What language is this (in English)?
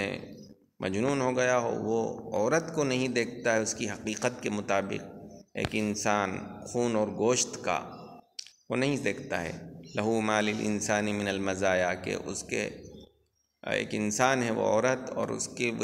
Urdu